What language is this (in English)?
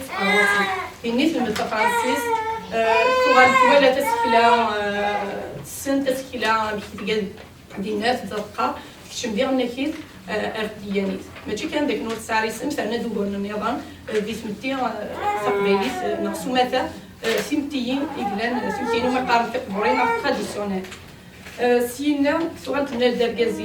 Kabyle